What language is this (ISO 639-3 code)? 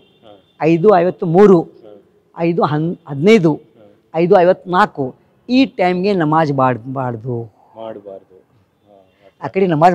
kan